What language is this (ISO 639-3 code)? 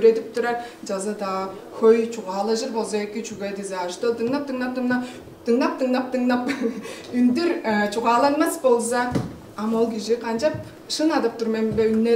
tyv